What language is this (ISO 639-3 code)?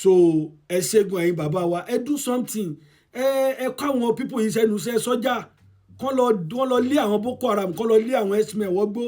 yor